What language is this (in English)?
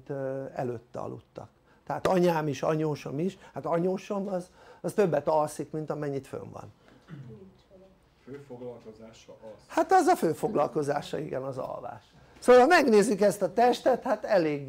Hungarian